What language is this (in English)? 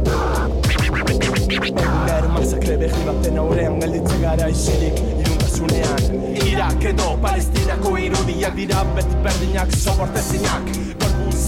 Basque